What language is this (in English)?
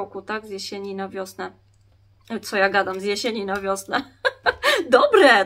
Polish